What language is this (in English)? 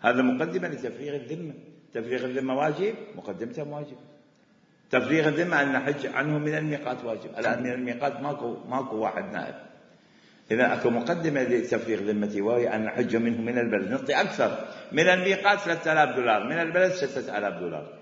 Mesopotamian Arabic